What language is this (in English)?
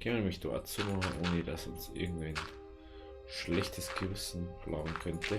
Bavarian